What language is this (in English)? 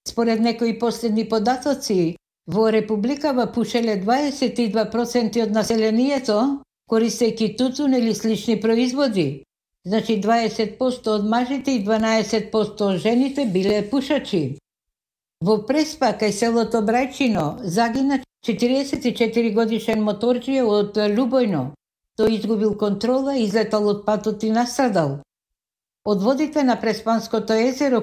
Macedonian